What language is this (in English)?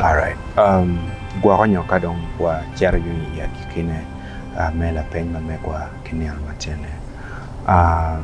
Acoli